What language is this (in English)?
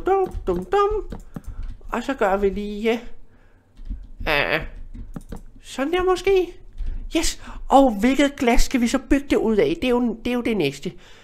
Danish